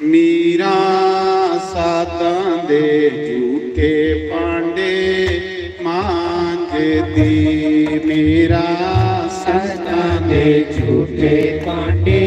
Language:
Dogri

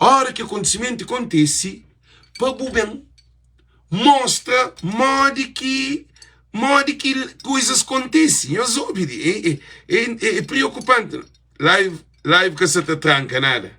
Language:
Kabuverdianu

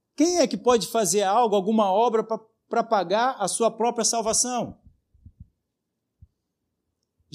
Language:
Portuguese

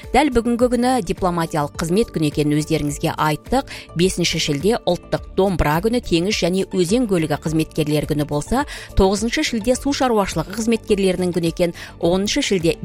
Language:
Kazakh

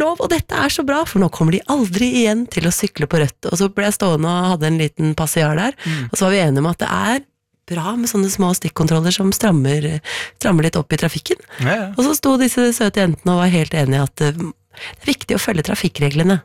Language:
Norwegian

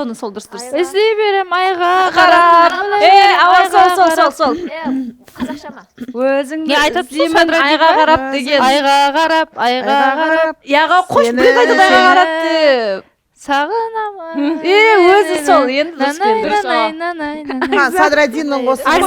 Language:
Kara-Kalpak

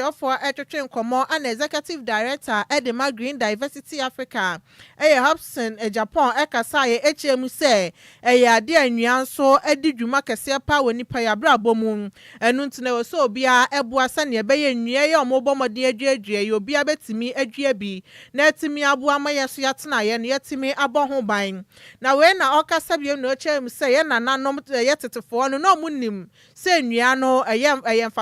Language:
Akan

